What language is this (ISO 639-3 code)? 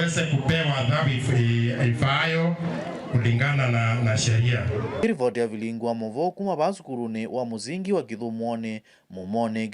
kam